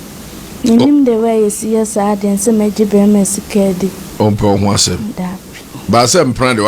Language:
Akan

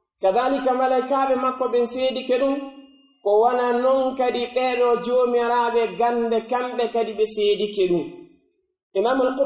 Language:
Pular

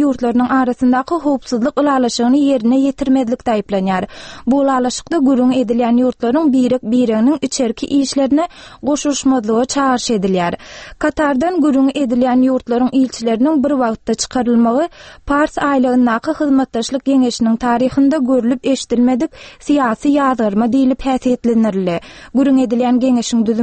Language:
Turkmen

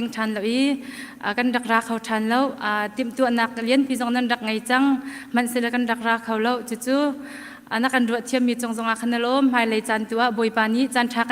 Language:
Hakha Chin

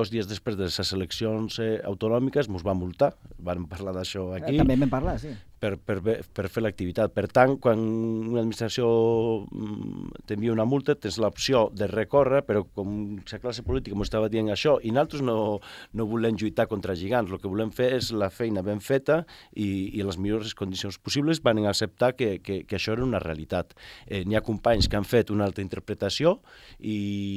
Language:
Catalan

